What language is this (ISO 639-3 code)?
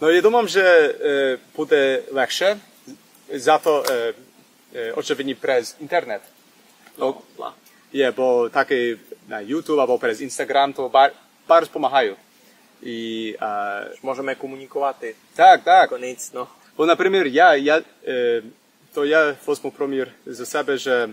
rue